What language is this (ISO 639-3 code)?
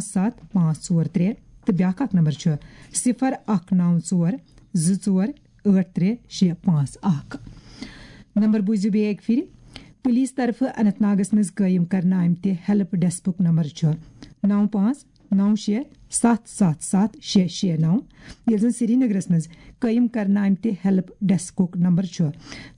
kas